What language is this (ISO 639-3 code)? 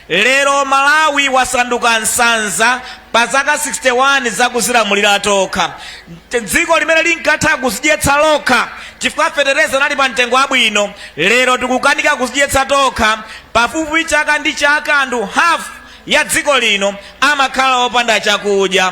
nya